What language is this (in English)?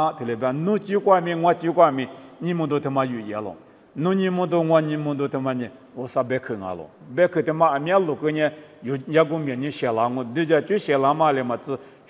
Lisu